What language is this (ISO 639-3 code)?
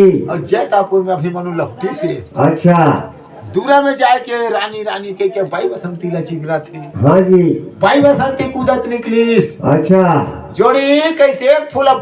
hne